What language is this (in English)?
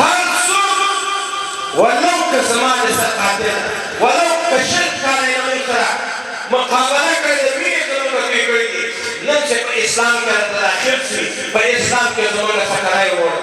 Pashto